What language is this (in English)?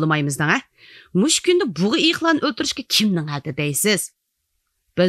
Uyghur